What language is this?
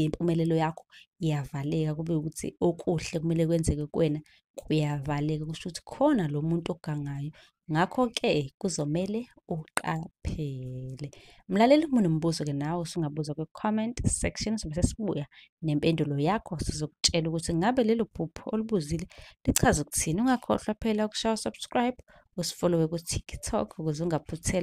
Zulu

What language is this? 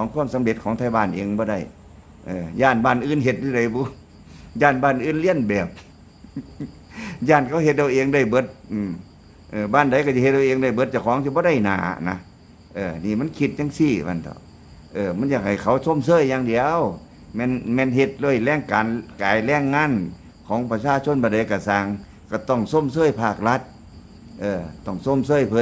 Lao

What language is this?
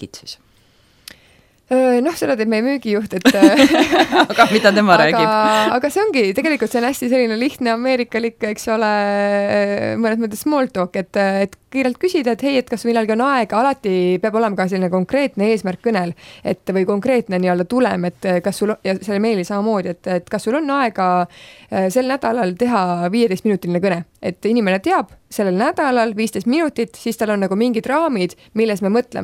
Estonian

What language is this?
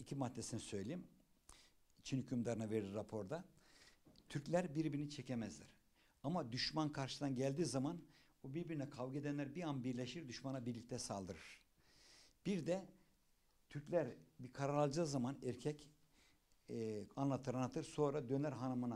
Turkish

